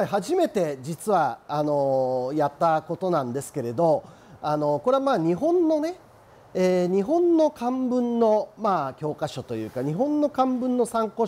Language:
Japanese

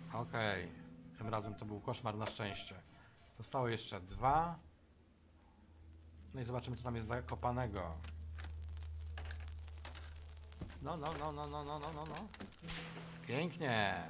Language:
Polish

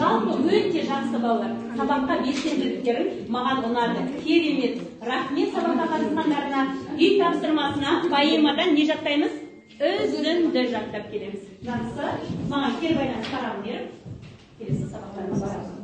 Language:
Kazakh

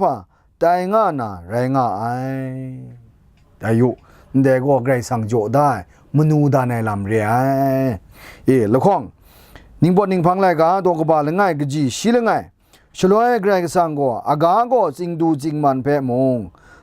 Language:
Kachin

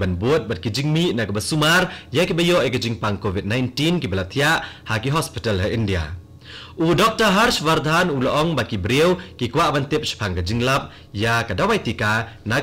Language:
Khasi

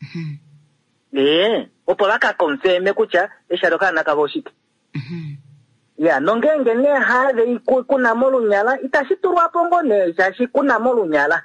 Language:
Kuanyama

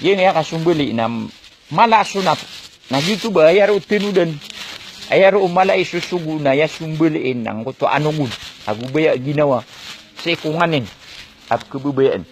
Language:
Maranao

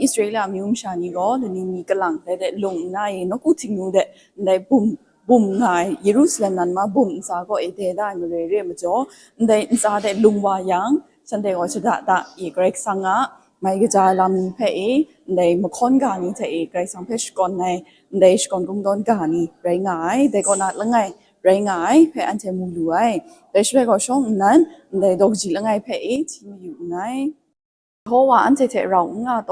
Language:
Kachin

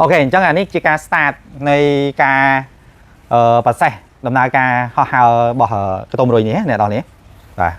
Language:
Khmer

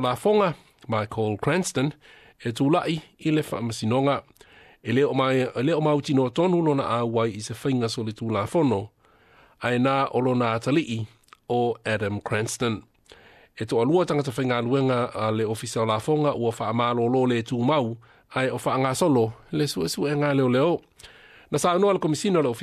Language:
Samoan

